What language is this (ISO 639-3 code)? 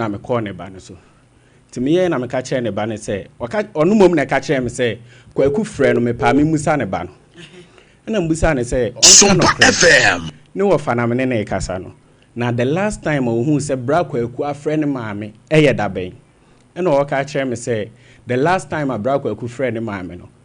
aka